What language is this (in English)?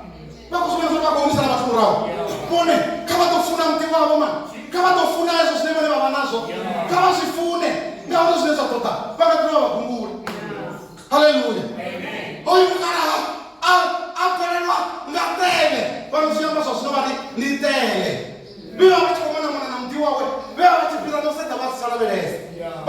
Venda